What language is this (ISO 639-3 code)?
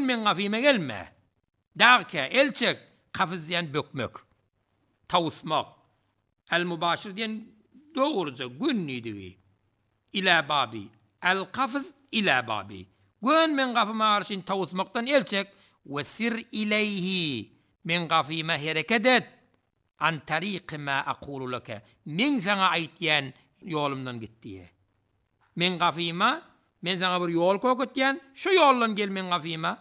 tuk